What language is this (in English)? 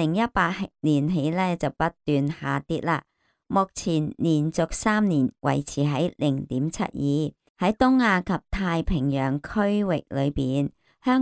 Cantonese